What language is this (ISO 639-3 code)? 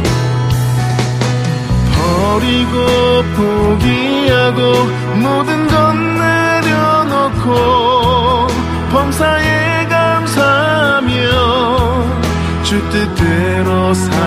kor